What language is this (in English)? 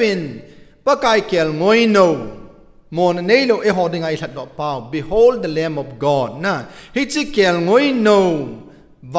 Thado Chin